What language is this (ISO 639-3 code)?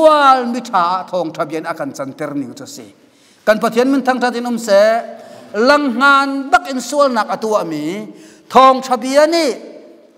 cnh